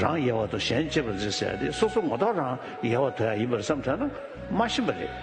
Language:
Tibetan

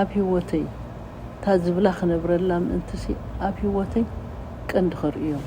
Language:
Tigrinya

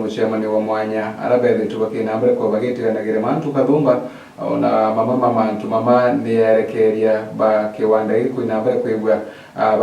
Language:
Meru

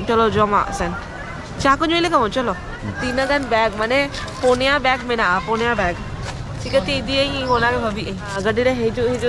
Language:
Santali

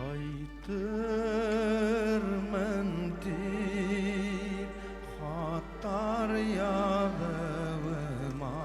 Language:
Bashkir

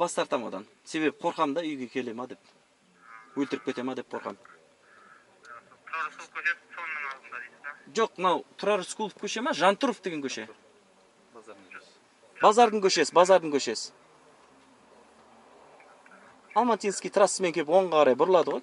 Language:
Kazakh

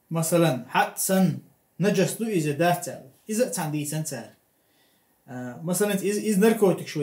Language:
Chechen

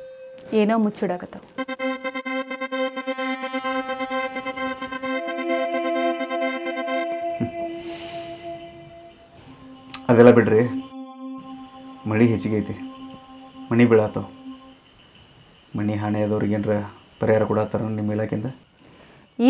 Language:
Kannada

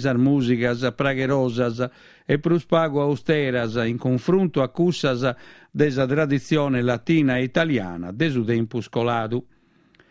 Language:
Sardinian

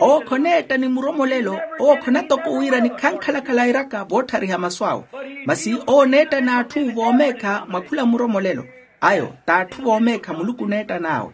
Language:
Makhuwa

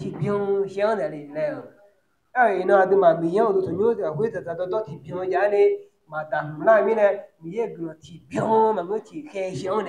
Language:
Akha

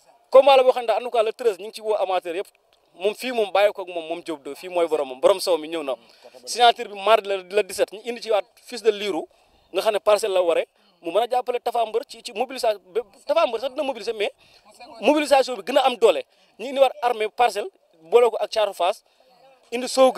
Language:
Wolof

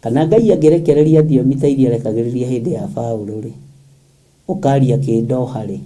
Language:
Kikuyu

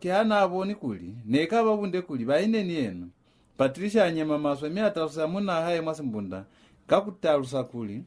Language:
Lozi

